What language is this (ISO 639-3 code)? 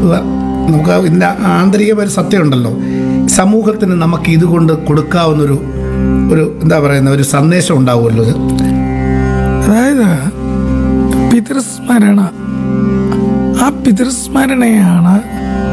mal